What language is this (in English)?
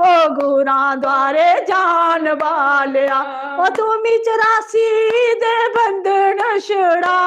Dogri